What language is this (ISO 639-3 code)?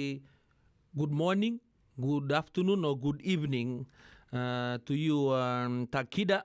fij